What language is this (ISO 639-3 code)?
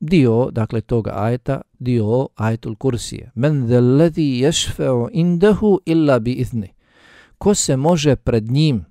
bos